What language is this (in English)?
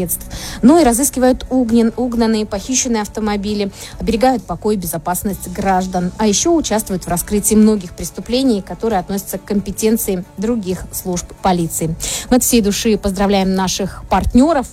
Russian